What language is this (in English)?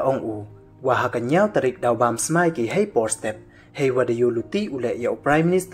Pnar